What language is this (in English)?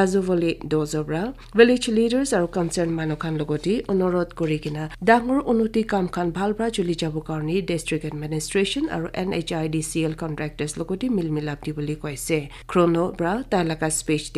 Naga Pidgin